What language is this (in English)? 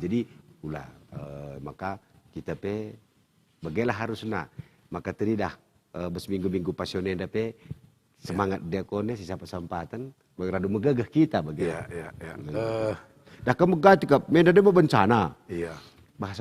Batak Karo